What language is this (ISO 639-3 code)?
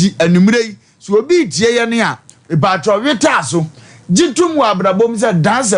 aka